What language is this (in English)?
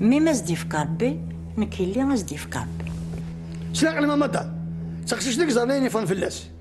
Kabyle